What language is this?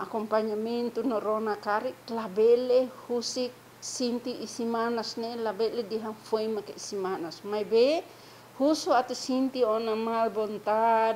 Tetum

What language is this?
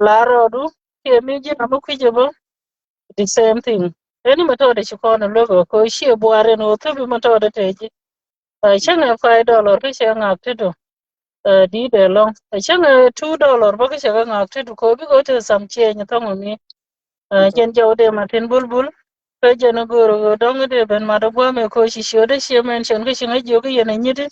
Nuer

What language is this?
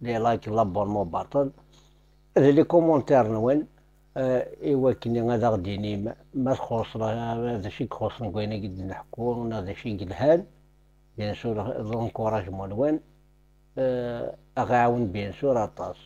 Kabyle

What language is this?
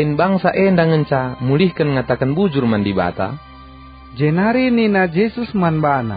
Batak Karo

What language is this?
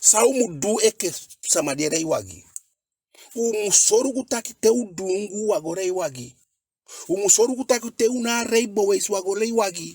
Eastern Maroon Creole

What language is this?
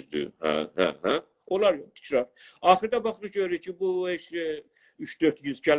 South Azerbaijani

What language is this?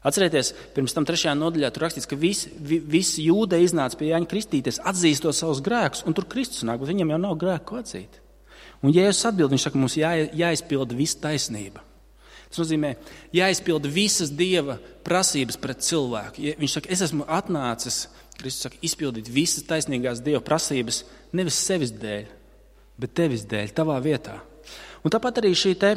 Latvian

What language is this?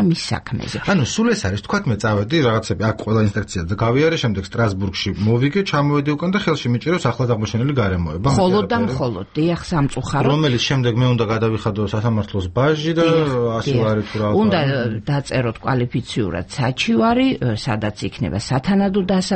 Georgian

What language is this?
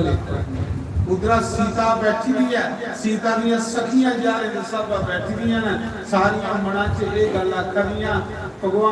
Dogri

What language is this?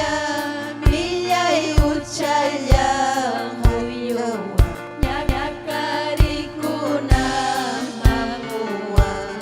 Ayacucho Quechua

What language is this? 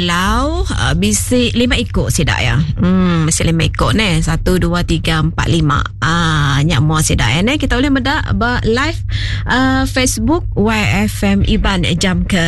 Iban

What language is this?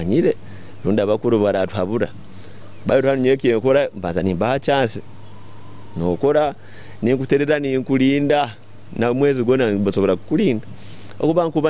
Nyoro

